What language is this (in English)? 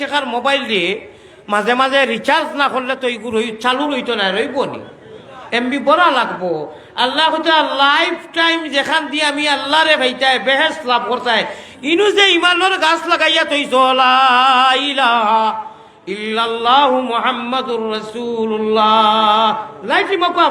Sylheti